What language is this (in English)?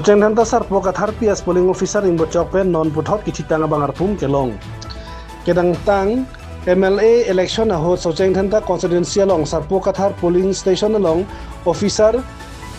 Karbi